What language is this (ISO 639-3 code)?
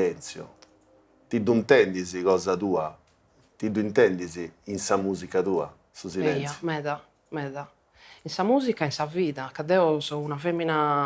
srd